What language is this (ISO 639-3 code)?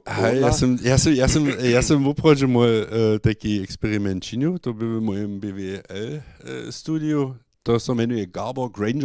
hsb